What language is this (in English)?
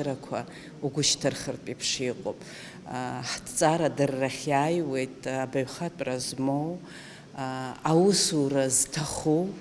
Abkhazian